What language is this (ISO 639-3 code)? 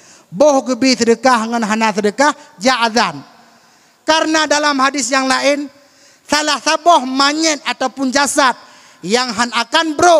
ace